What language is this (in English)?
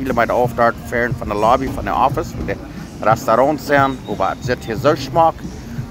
Plautdietsch